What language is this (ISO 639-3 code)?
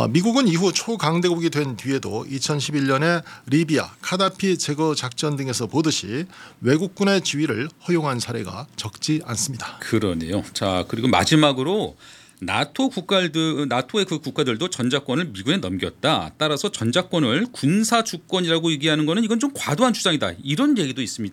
kor